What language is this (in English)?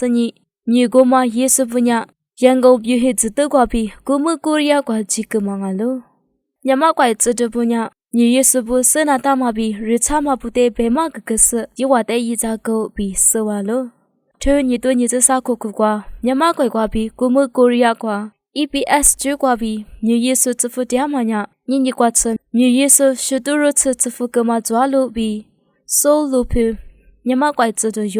Lisu